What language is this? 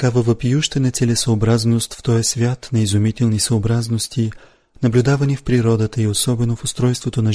Bulgarian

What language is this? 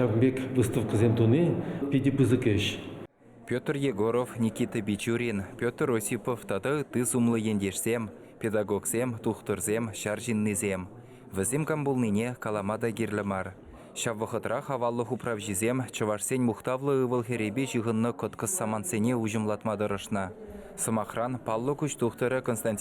Chuvash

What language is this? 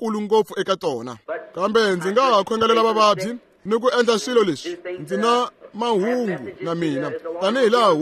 Tsonga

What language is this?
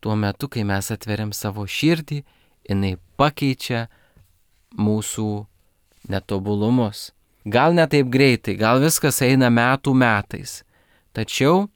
Lithuanian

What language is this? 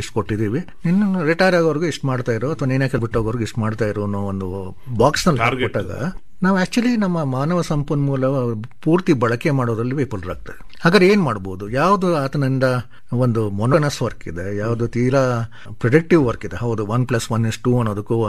Kannada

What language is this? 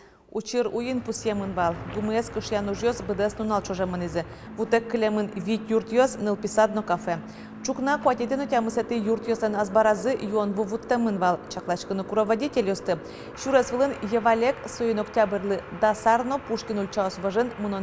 Udmurt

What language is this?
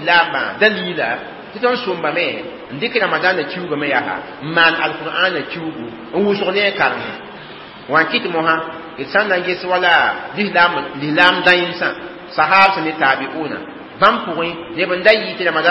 Mossi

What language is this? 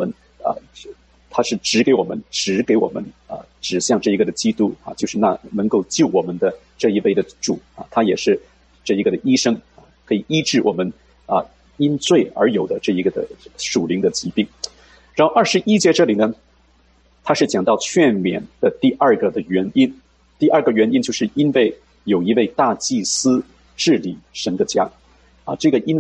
Chinese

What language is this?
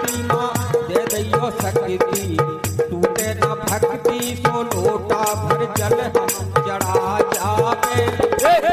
Bundeli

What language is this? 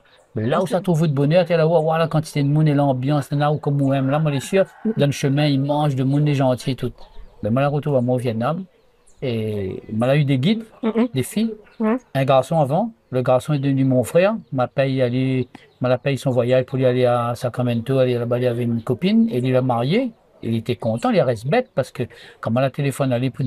Réunion Creole French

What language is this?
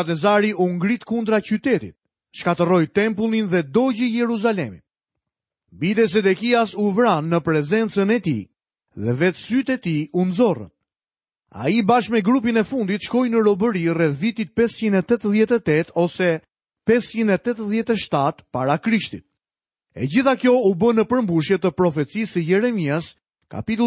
Albanian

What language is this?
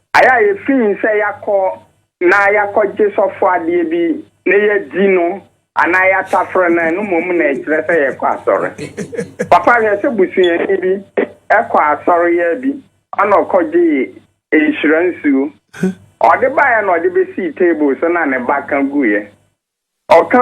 Akan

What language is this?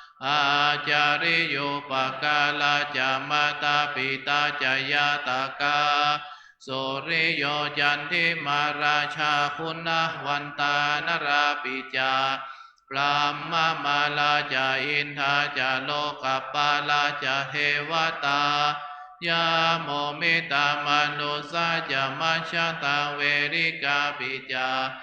Pali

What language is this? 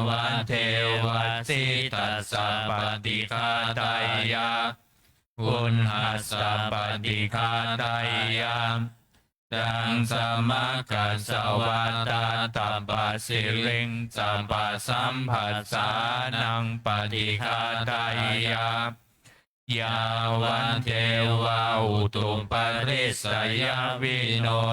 Pali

